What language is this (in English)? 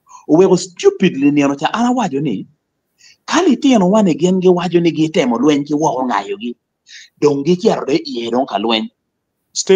Acoli